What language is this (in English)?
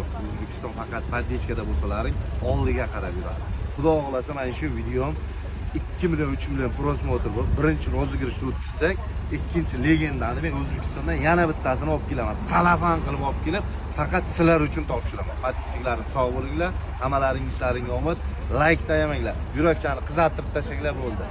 Uzbek